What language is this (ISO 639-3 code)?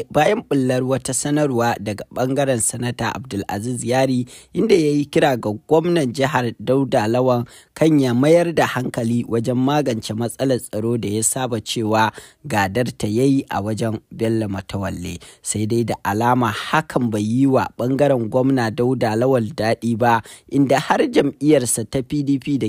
hau